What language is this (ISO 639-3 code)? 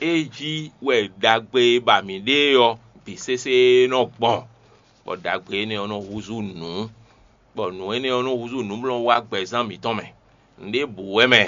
fon